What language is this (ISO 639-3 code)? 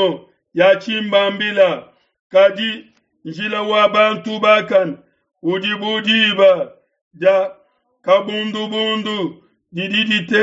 lua